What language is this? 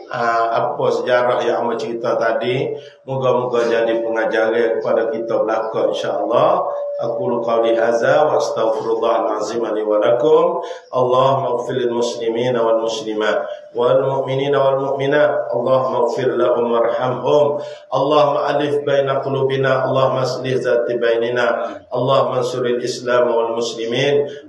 Malay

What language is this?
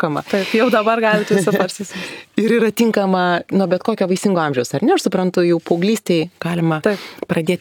Lithuanian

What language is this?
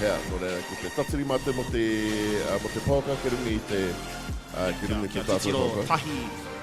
Māori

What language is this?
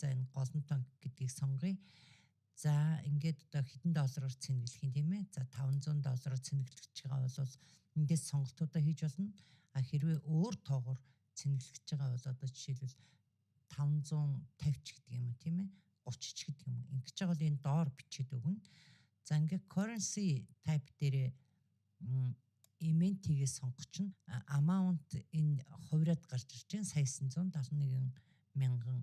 Mongolian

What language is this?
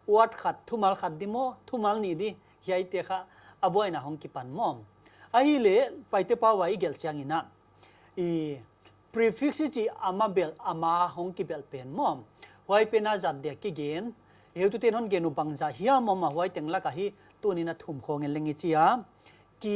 Paite Chin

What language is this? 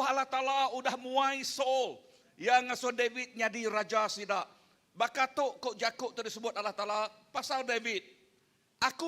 Iban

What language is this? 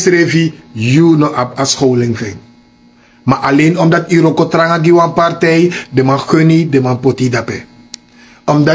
Sranan Tongo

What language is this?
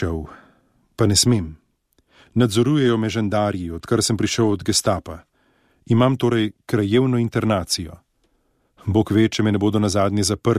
Slovenian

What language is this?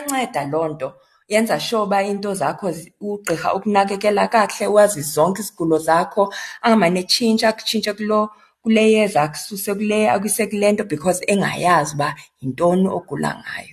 Xhosa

